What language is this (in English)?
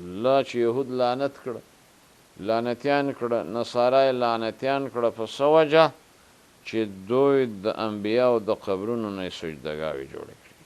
Pashto